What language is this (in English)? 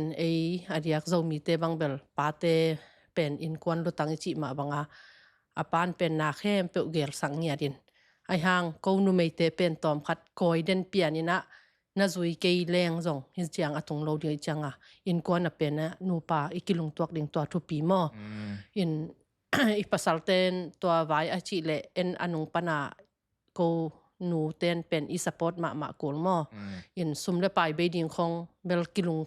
Tedim Chin